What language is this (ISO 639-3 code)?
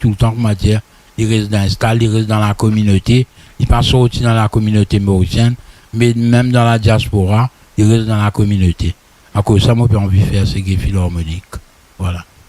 mfe